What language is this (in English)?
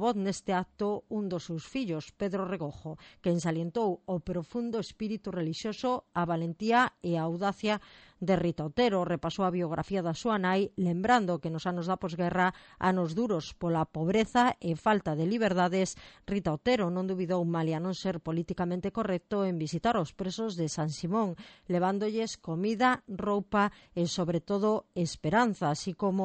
Galician